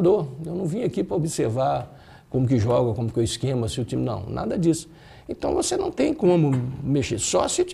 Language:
Portuguese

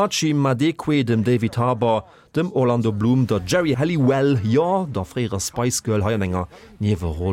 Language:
Luxembourgish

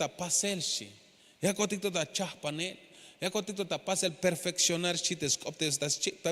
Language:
Tzeltal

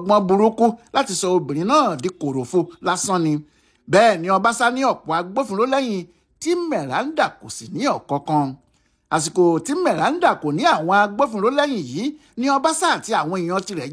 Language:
Yoruba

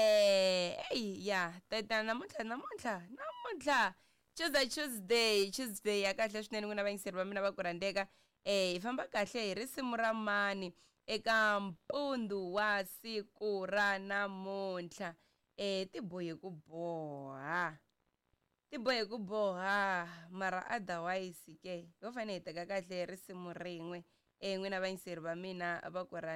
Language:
Tsonga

